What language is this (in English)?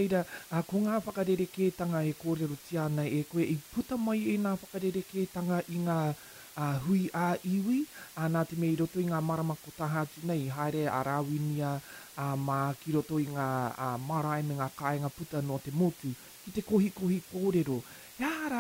Māori